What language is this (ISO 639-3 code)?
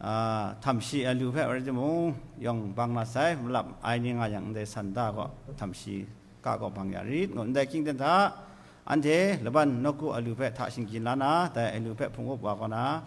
kac